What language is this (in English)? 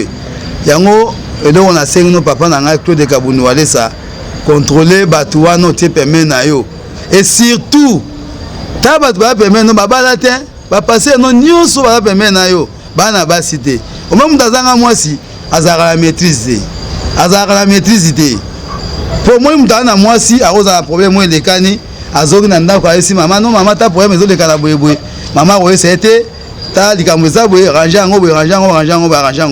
Lingala